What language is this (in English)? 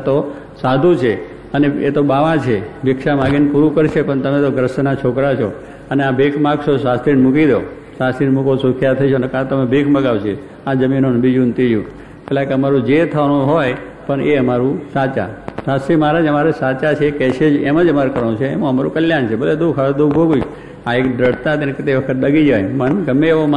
Gujarati